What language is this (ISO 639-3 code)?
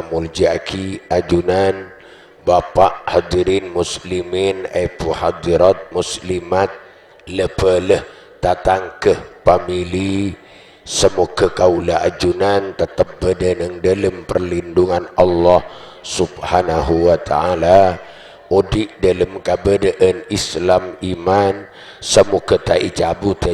mad